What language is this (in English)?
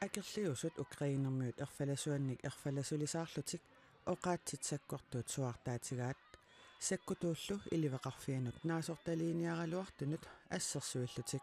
Kalaallisut